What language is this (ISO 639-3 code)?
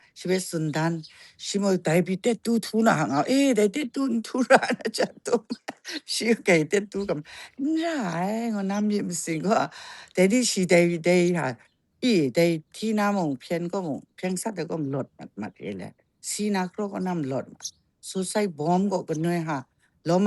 kac